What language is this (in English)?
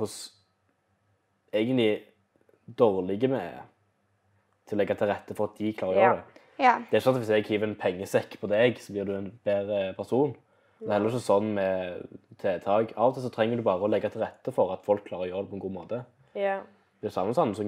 Norwegian